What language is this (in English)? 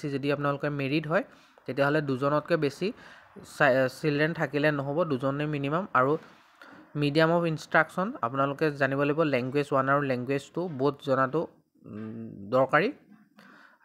Assamese